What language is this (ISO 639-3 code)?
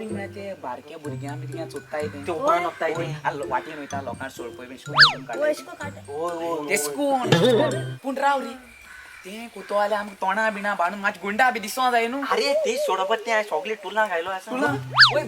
kok